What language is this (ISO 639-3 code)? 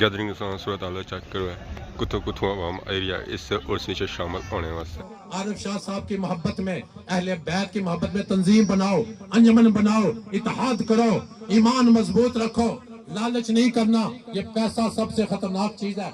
phr